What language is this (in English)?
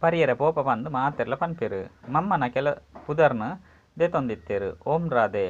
Tulu